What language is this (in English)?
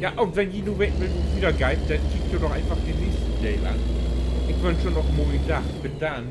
Low German